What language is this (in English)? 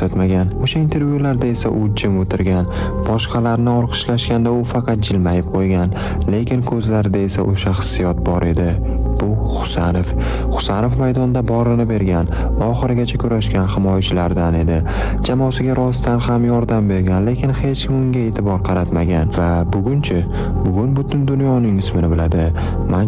Uzbek